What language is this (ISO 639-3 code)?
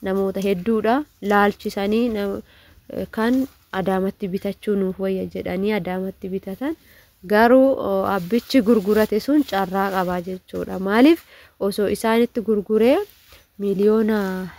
orm